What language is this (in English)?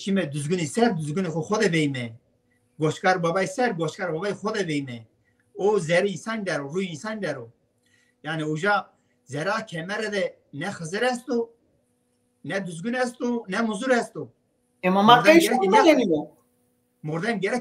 Zaza